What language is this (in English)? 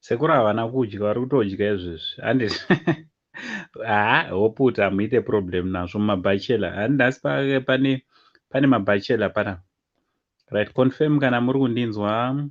Shona